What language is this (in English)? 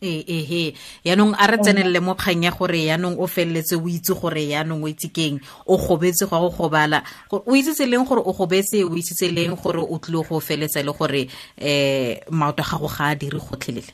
Tswana